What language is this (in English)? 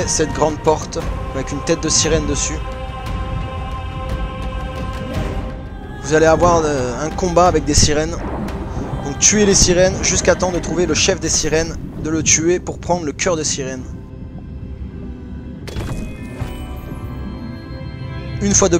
French